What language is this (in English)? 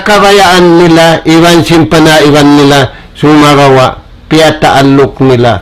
Tausug